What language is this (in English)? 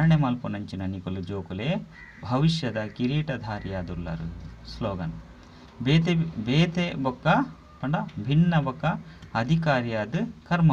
Tulu